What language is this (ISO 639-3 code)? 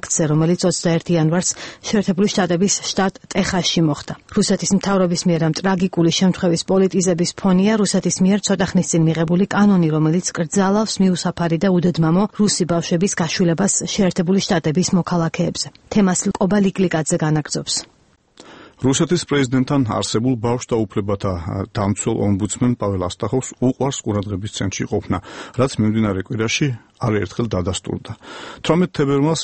kat